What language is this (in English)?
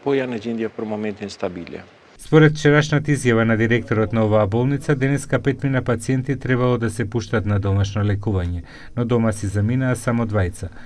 Macedonian